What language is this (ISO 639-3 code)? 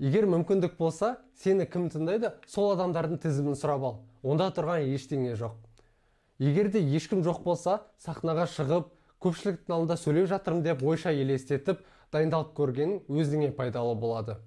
kaz